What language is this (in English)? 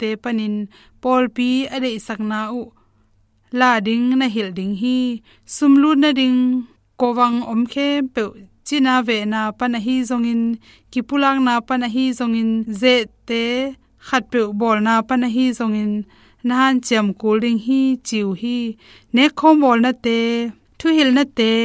Tedim Chin